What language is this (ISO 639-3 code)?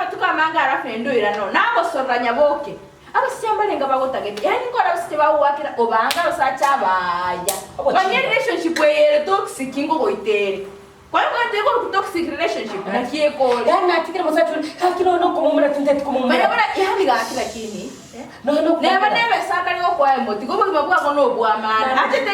guz